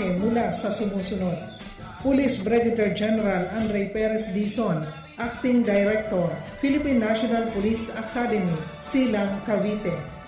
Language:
Bikol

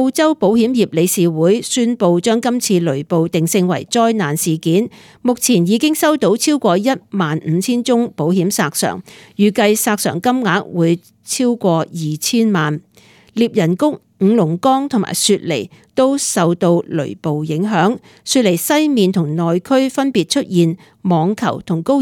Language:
Cantonese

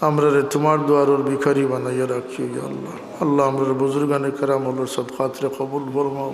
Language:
Sylheti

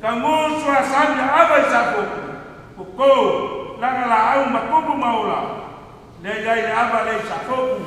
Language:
Samoan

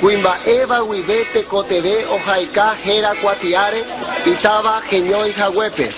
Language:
Guarani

